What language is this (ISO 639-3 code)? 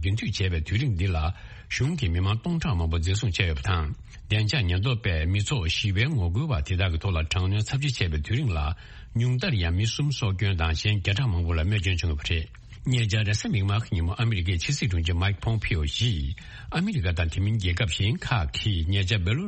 bod